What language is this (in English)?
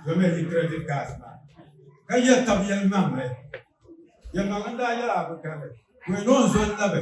Dagbani